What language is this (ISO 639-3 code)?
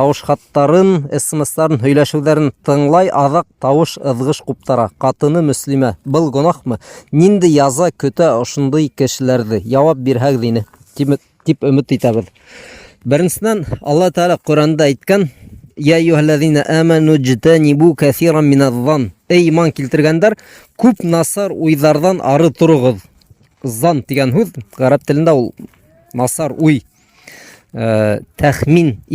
bak